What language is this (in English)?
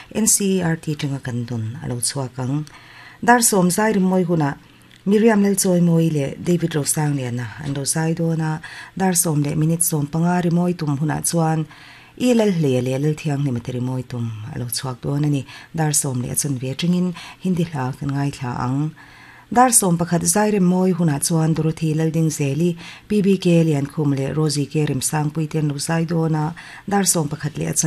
Mizo